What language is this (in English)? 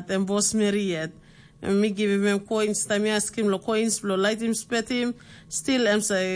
Tok Pisin